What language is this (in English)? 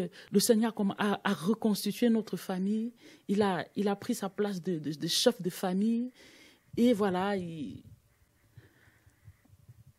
French